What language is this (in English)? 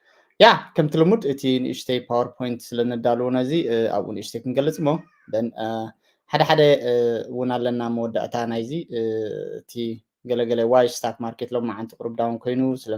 Tigrinya